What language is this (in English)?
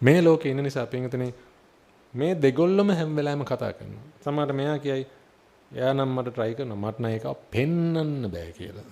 Sinhala